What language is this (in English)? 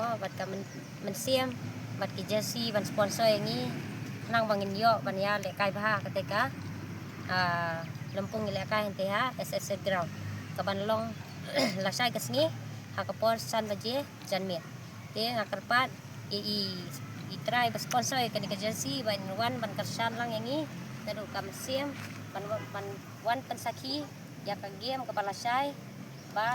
Khasi